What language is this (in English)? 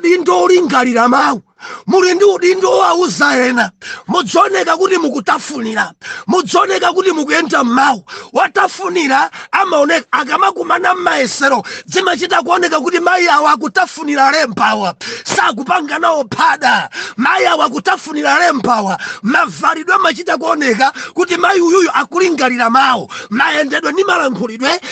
Nyanja